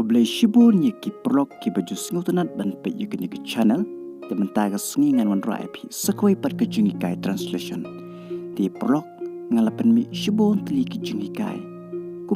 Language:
Khasi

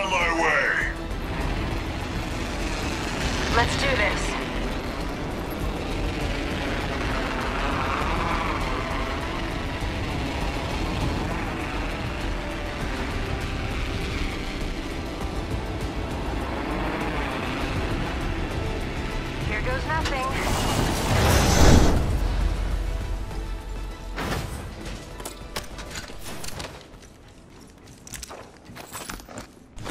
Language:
English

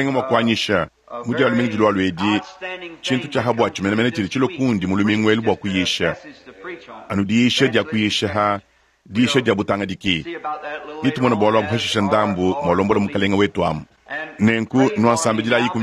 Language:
Luba-Lulua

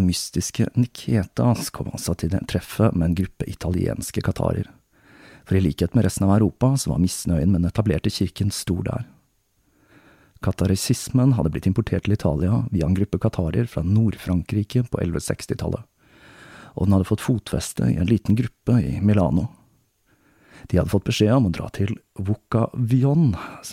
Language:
Norwegian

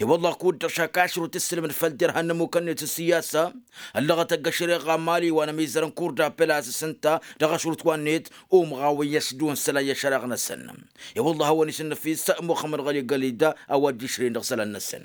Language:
Tamasheq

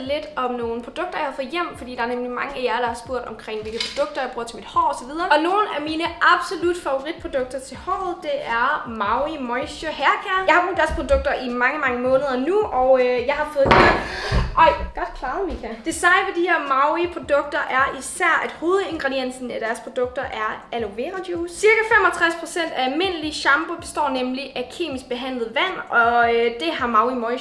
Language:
Danish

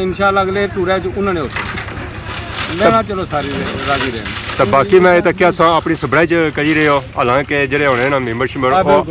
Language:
Pahari-Potwari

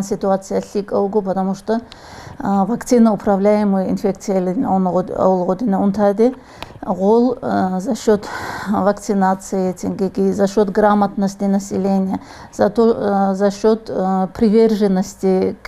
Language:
Avaric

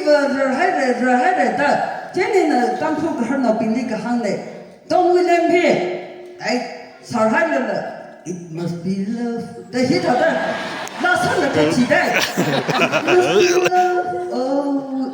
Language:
Tangkhul Naga (India)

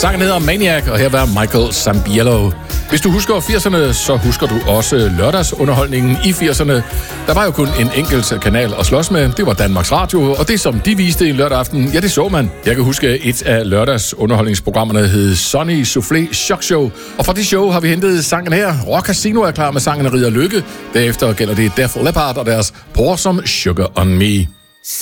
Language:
Danish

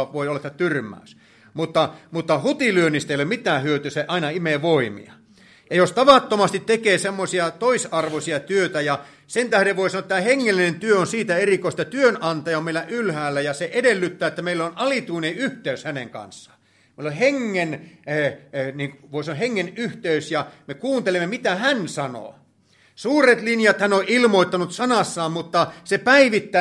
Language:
Finnish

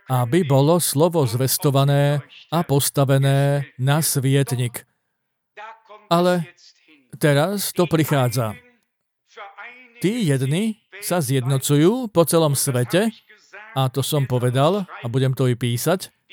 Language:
Slovak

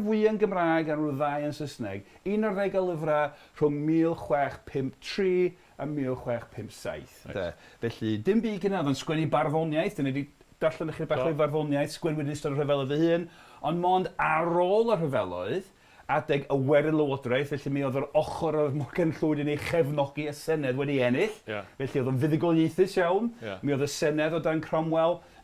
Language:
Welsh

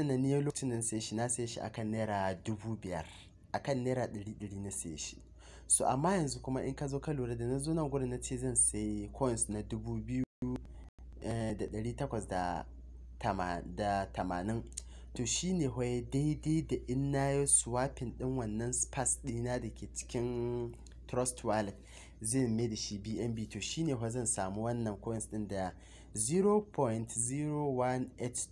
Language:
Hausa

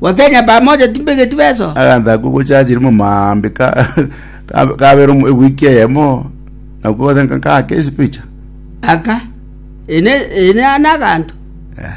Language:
Gusii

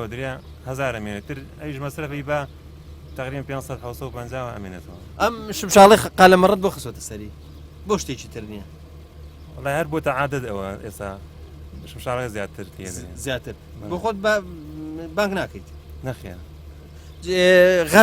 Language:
Central Kurdish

